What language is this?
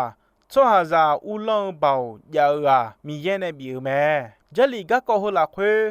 Akha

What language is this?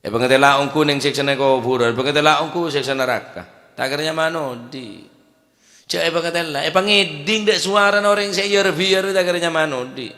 Madurese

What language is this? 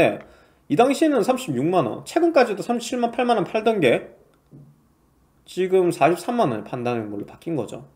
Korean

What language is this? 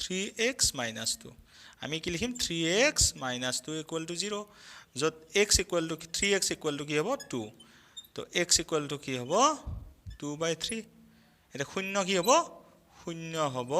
Assamese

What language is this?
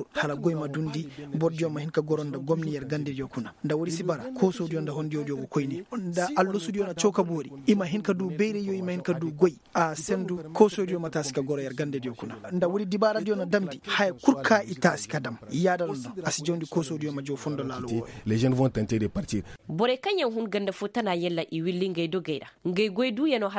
Koyraboro Senni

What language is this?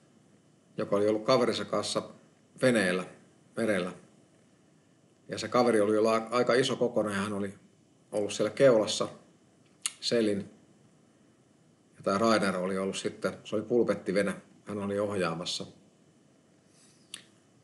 Finnish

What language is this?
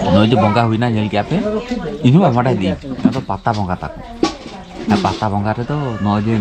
Santali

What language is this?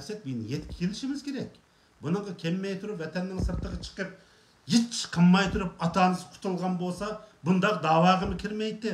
Uyghur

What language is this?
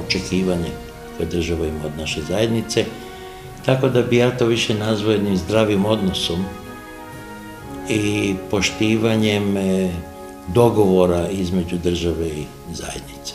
Serbian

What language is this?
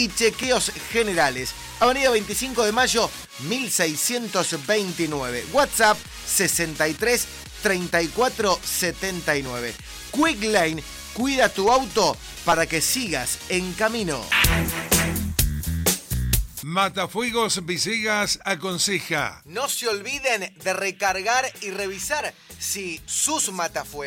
Spanish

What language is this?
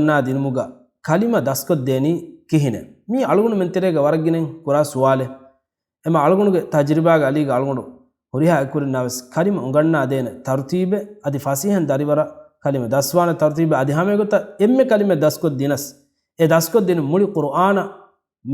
Divehi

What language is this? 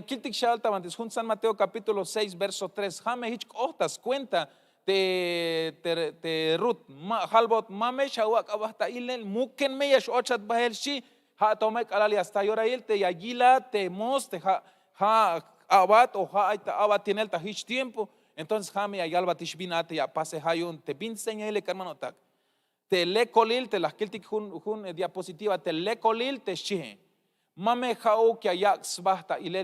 Tzeltal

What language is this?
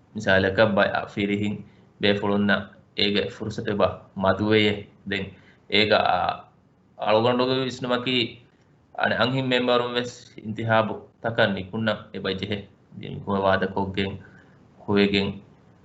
Divehi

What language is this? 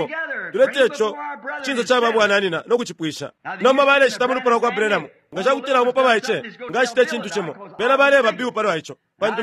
Bemba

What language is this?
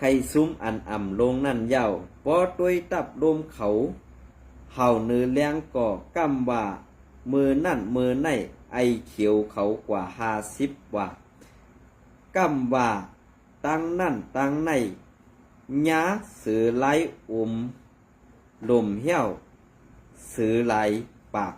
Shan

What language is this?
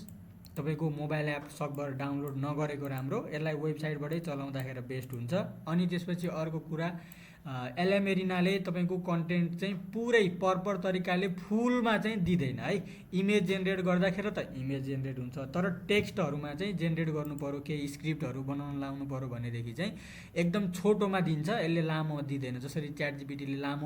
Nepali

